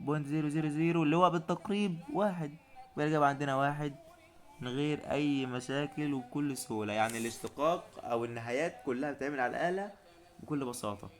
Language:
Egyptian Arabic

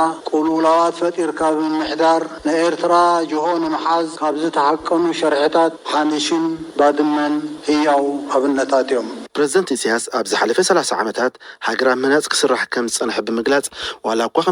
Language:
Tigrinya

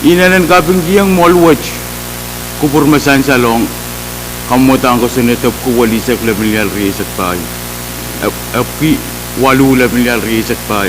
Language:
Pohnpeian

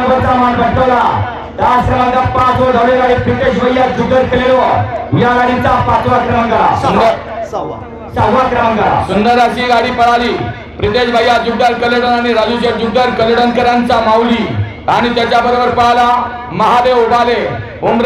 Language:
Marathi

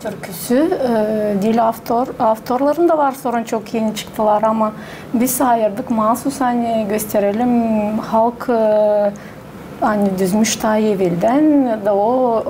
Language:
Gagauz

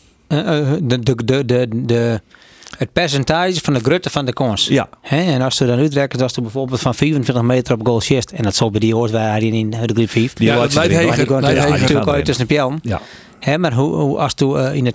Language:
Western Frisian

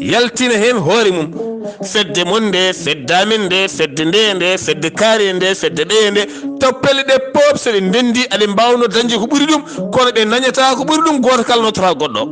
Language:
Fula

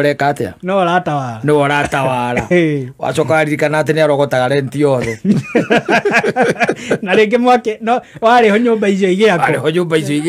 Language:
Kikuyu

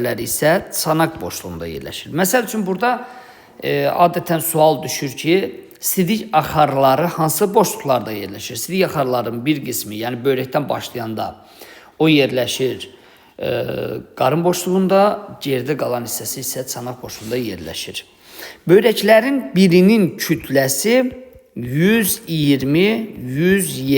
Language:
Azerbaijani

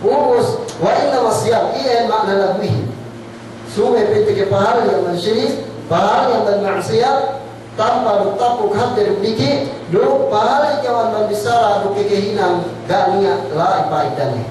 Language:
Yakan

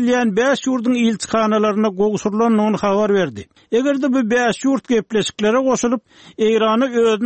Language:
Turkmen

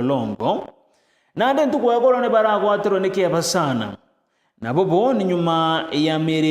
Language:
Meru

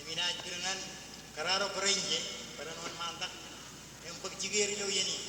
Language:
Marshallese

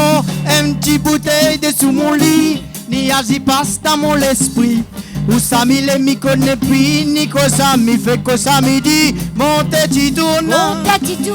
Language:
Réunion Creole French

